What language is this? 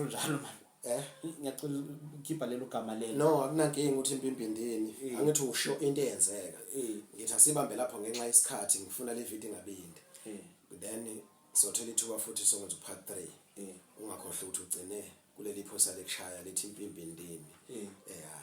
Zulu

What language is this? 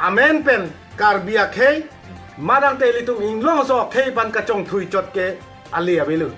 Karbi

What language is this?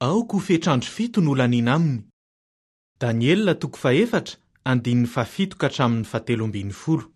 Malagasy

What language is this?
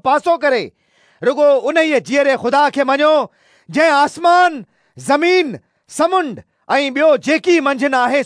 Sindhi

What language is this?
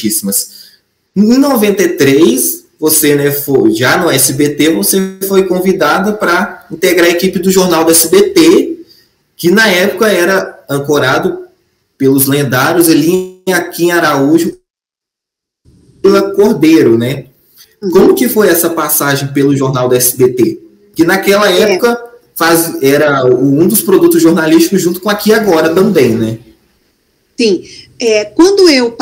Portuguese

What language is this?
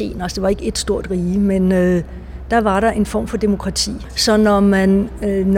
Danish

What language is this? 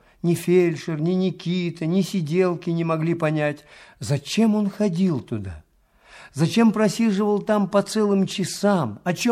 Russian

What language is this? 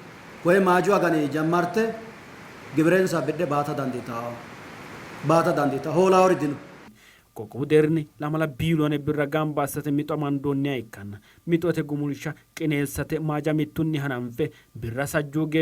Sidamo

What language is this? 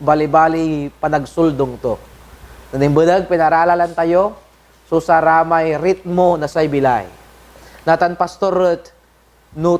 Pangasinan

